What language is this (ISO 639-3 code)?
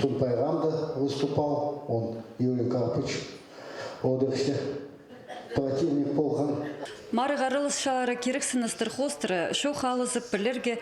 kjh